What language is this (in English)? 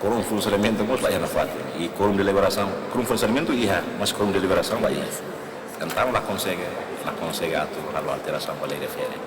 Tetum